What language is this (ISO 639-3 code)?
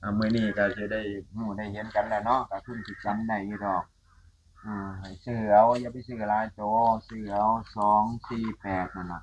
tts